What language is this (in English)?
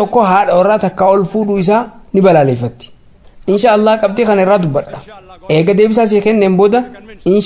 Oromo